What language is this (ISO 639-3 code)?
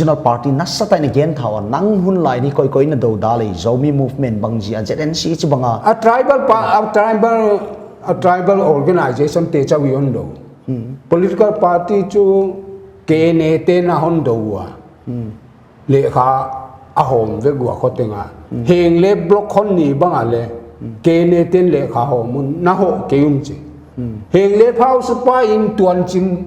pck